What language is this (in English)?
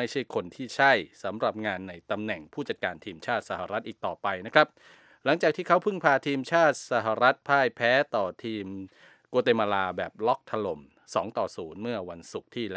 Thai